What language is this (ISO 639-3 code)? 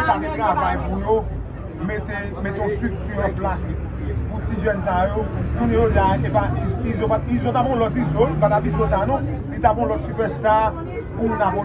hat